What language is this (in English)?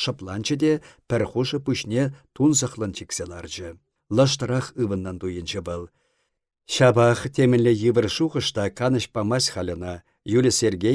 Chuvash